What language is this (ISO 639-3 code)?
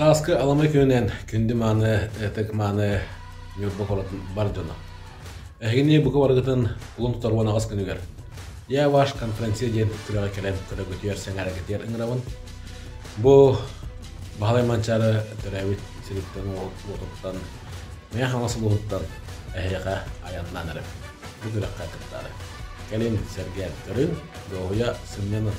sah